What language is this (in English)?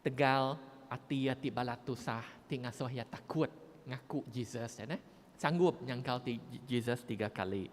Iban